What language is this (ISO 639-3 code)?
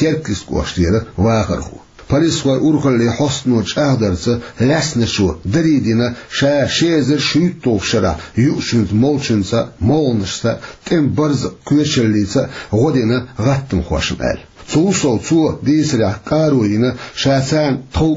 che